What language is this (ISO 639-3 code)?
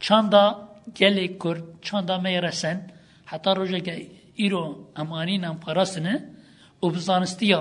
kur